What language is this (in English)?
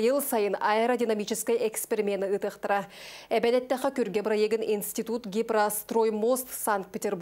Yakut